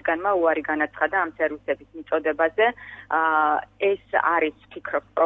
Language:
Georgian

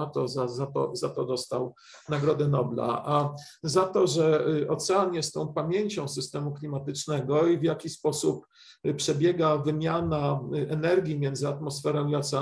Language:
Polish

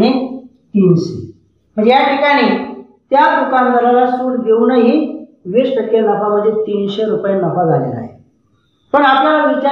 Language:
Marathi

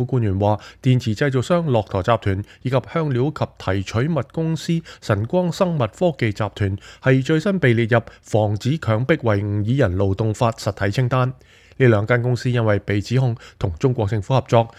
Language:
Cantonese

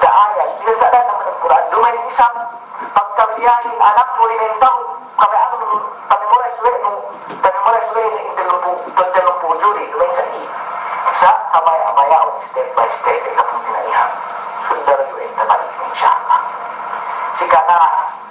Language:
Yakan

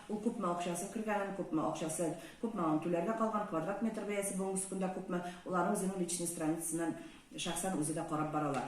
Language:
Tatar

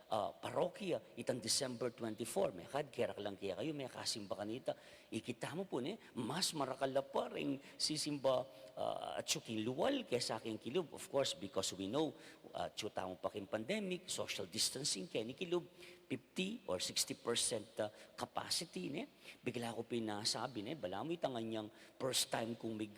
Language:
Pampanga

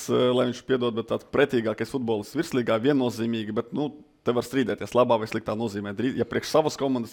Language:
Latvian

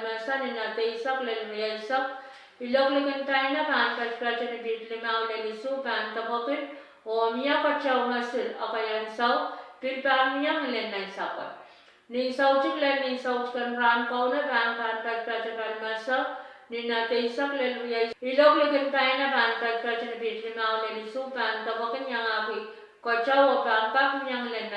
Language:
Pohnpeian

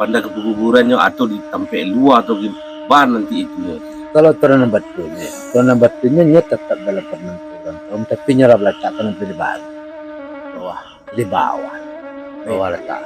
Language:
Minangkabau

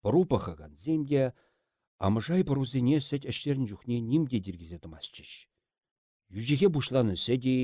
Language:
Chuvash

